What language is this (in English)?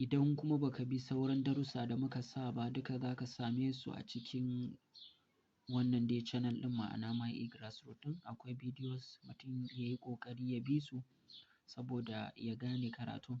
Hausa